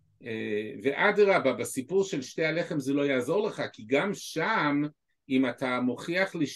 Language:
Hebrew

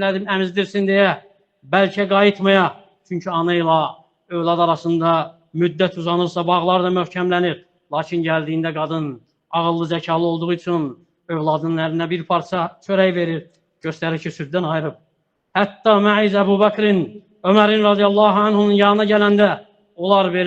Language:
Azerbaijani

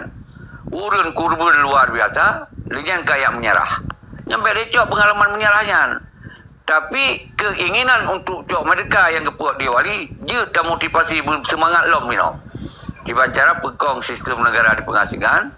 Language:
Achinese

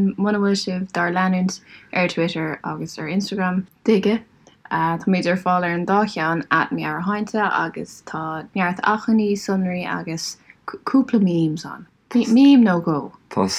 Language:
Irish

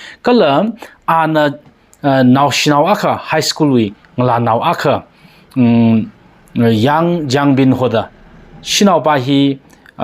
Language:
Tangkhul Naga (India)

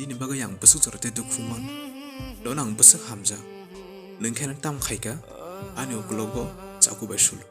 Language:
Kok Borok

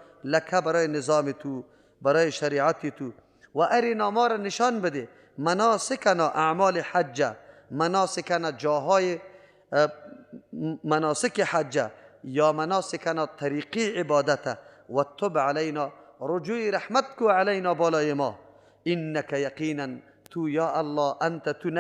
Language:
Persian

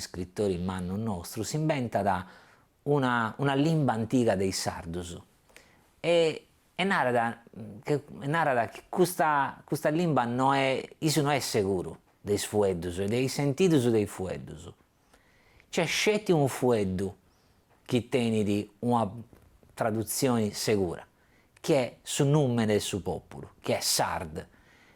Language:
Sardinian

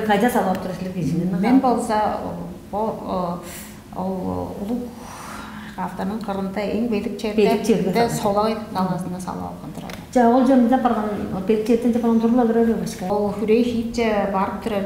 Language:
Tuvinian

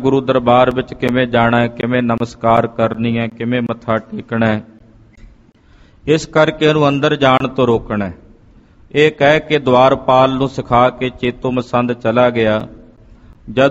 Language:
Punjabi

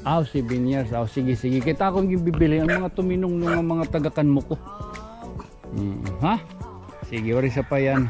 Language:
Waray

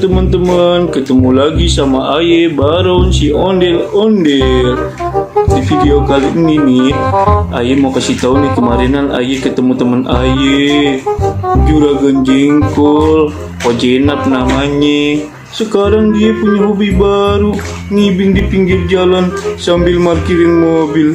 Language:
Betawi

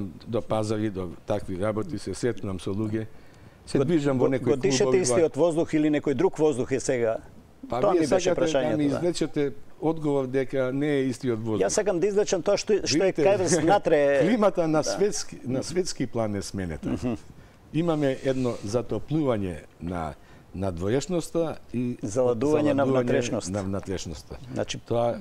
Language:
Macedonian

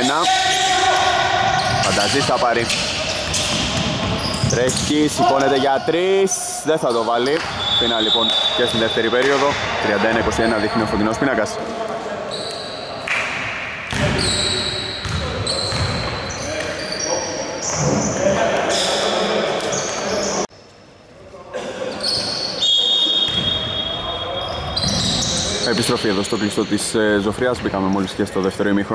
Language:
Greek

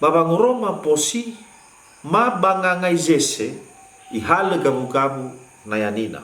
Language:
Nias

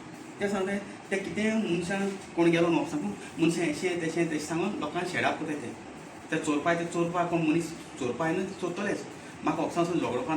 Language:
Konkani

